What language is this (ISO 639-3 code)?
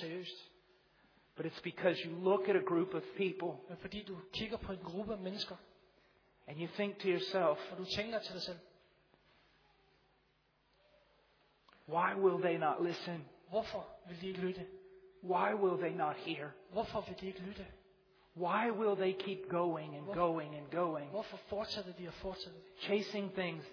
dan